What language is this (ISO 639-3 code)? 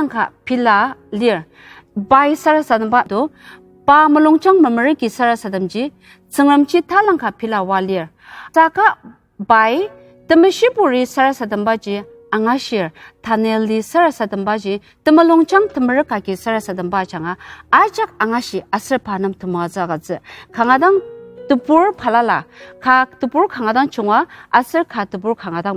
njo